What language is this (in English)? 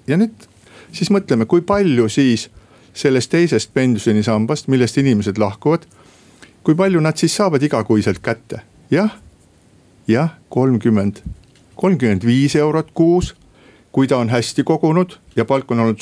Estonian